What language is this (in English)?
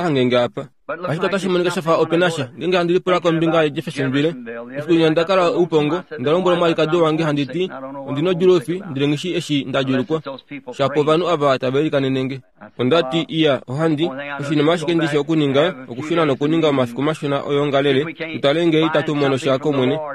Kuanyama